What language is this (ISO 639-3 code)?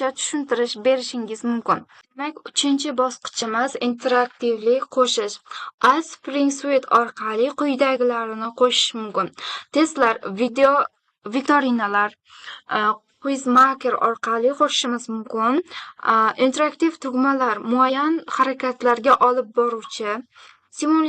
uzb